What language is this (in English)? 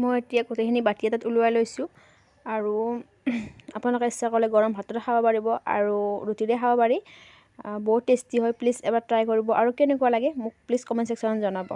Assamese